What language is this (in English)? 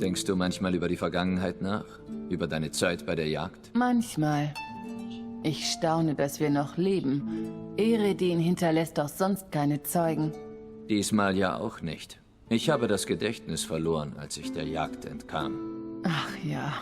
Swiss German